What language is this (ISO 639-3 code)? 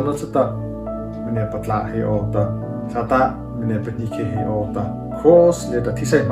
mrh